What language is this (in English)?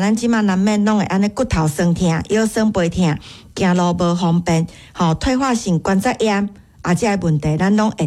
Min Nan Chinese